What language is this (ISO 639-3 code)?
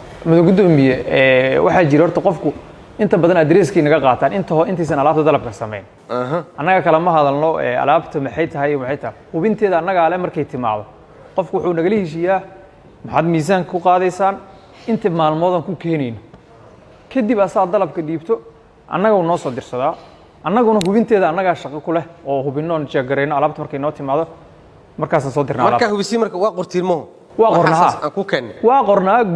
som